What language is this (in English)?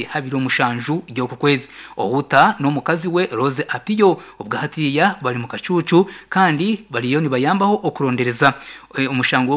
Nyankole